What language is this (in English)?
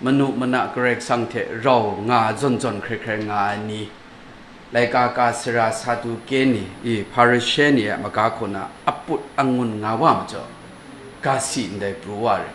Kachin